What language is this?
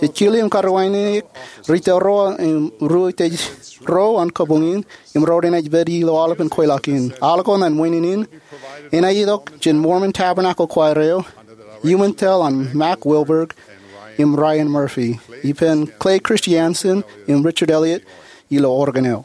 Marshallese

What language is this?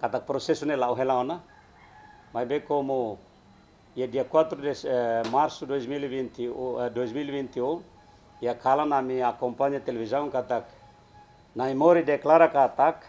Tetum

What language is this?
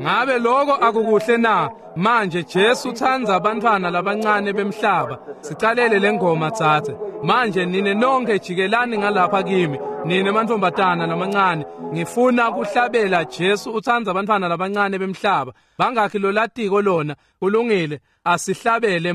Swati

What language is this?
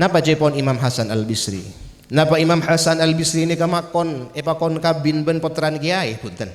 Madurese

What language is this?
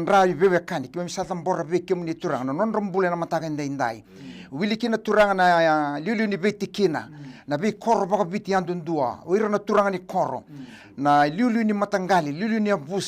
Fijian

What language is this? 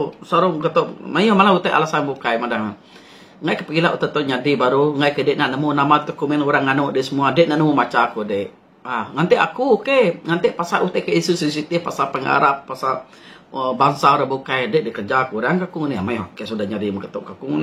Iban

